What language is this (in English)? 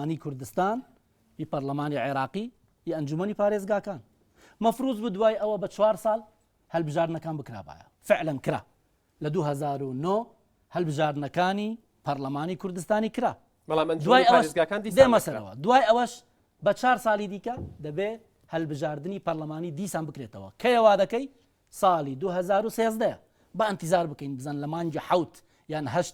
Central Kurdish